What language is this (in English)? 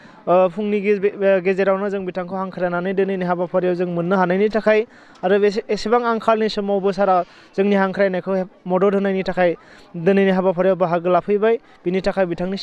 Bodo